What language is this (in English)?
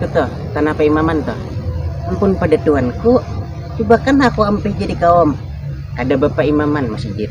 Banjar